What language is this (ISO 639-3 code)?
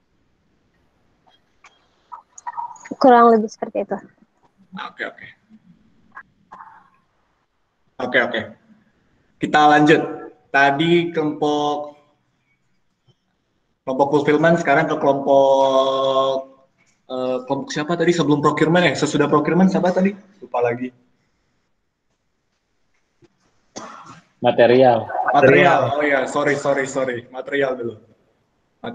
ind